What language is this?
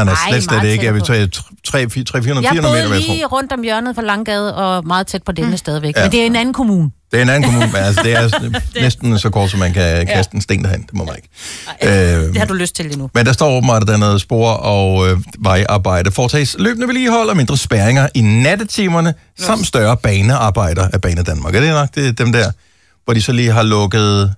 Danish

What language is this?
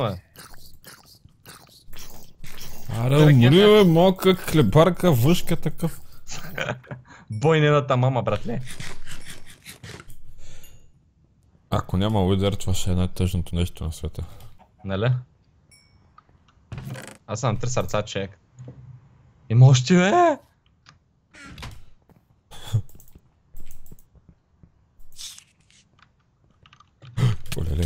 Bulgarian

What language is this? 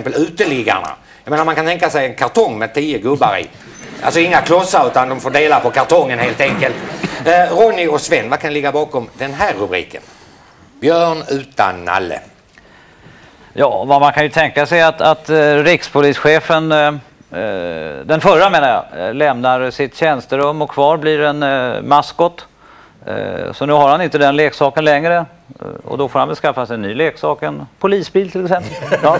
Swedish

